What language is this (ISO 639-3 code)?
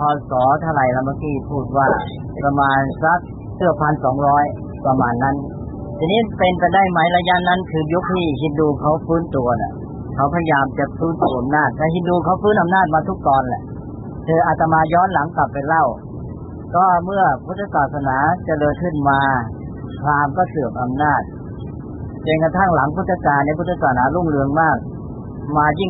tha